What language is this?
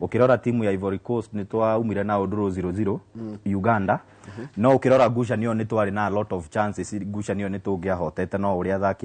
Kikuyu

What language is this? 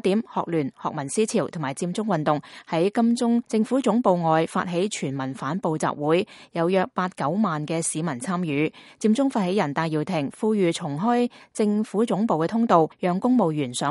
Cantonese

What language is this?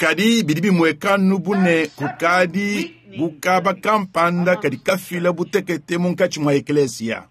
Luba-Lulua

